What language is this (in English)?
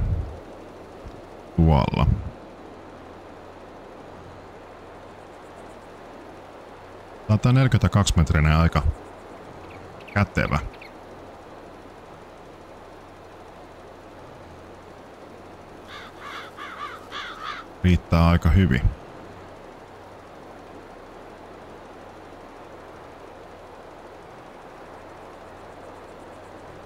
Finnish